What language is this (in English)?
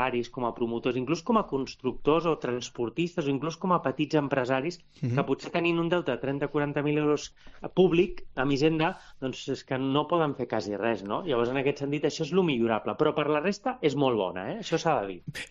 Catalan